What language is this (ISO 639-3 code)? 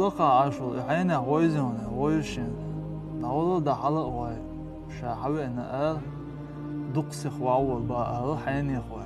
che